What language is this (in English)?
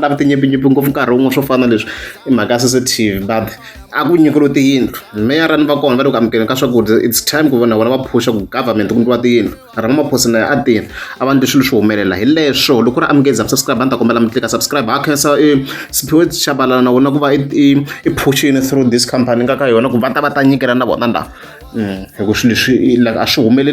Tsonga